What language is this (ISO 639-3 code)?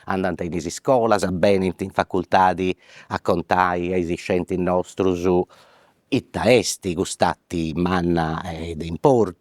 srd